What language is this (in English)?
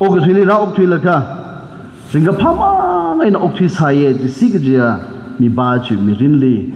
Tangkhul Naga (India)